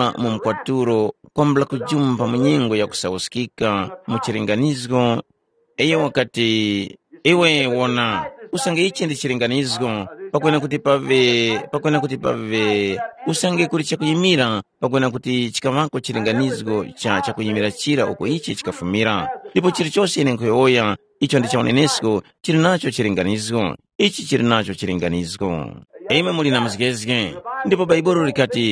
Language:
Tumbuka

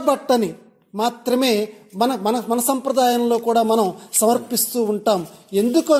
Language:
Telugu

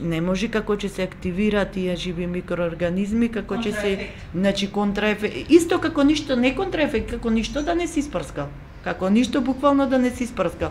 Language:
Macedonian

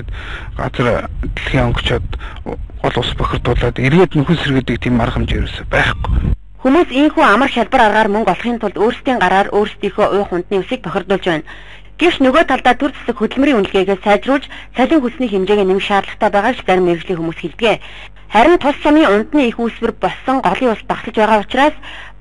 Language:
Mongolian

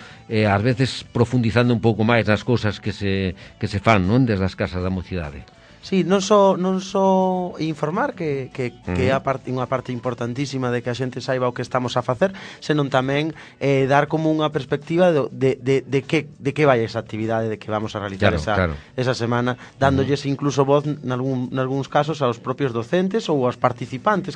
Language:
Galician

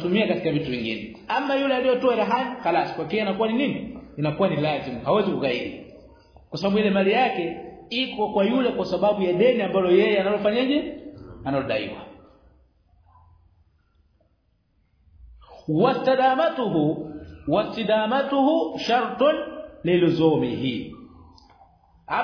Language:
Swahili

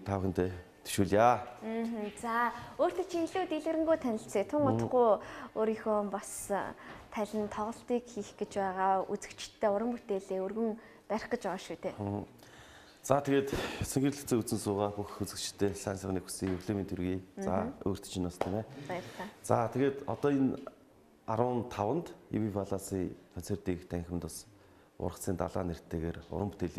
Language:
Mongolian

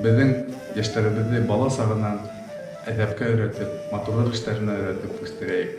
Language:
Bashkir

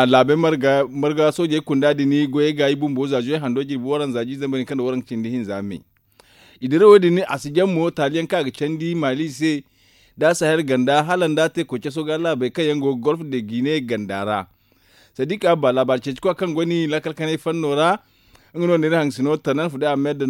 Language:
Zarma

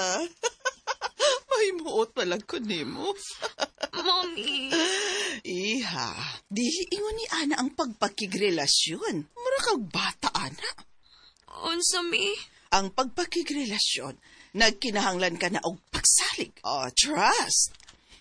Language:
Cebuano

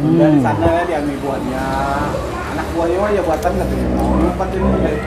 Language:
Banjar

